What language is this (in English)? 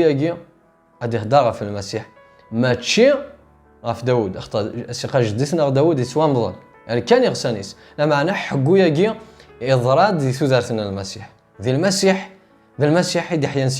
Kabyle